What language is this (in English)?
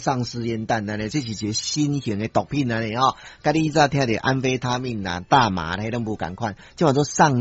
Min Nan Chinese